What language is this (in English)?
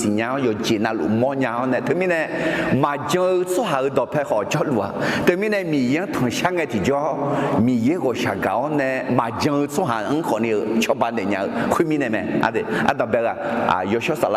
Akha